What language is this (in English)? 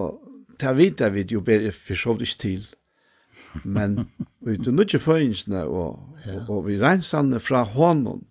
Faroese